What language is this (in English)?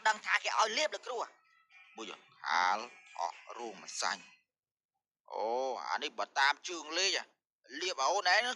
Khmer